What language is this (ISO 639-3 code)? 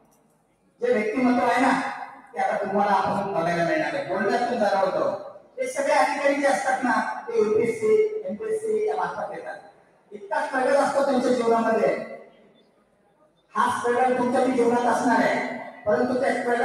mar